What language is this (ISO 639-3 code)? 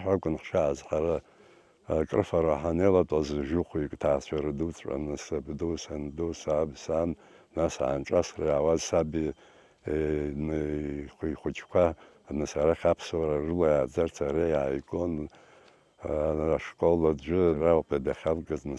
abk